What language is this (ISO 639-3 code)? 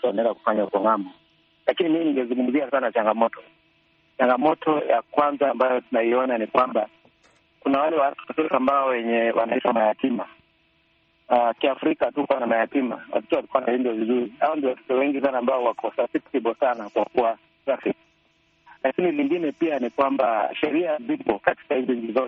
swa